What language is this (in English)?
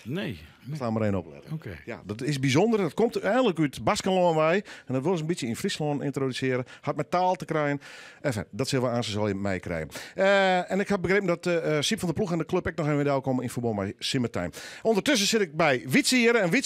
Western Frisian